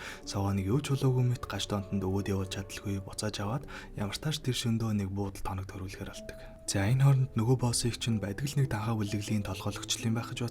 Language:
Mongolian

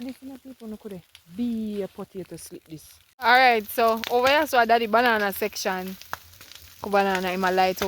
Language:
Jamaican Creole English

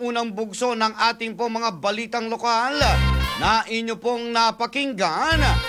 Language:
Filipino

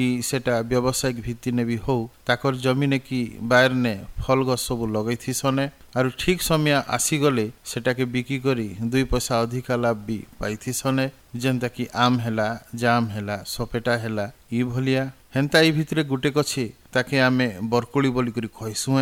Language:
Odia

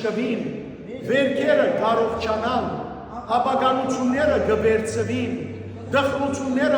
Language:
Western Armenian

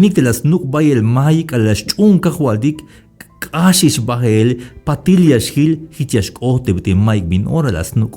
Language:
Tzeltal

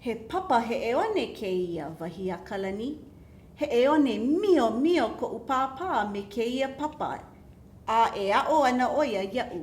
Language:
Hawaiian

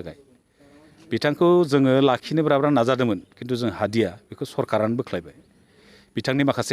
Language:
Bodo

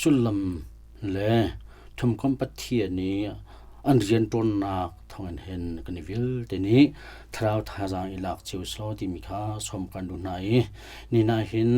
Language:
Hakha Chin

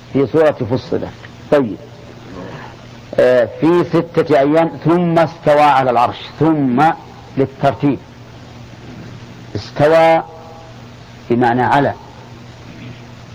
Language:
Arabic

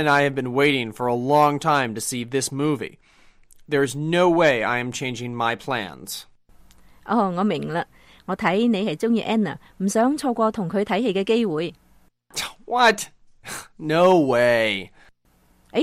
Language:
Cantonese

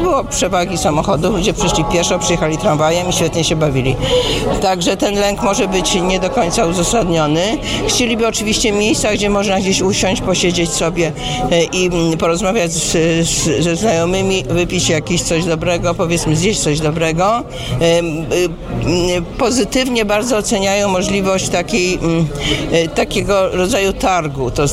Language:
Polish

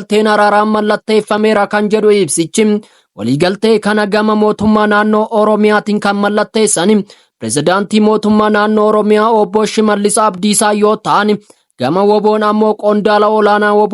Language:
Oromo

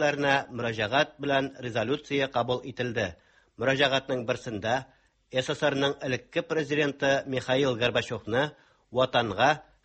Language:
Tatar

